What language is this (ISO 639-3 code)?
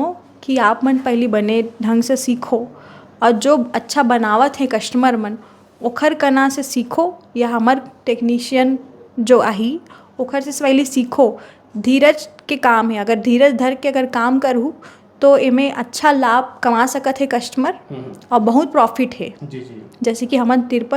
hne